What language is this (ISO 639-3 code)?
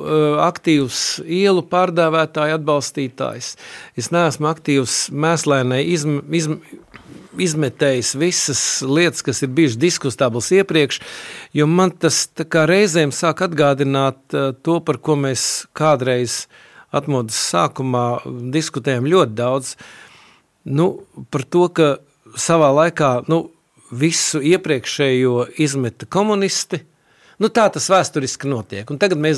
lav